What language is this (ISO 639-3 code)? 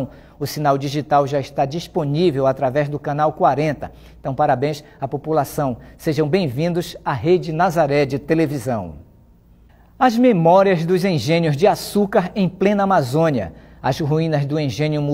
por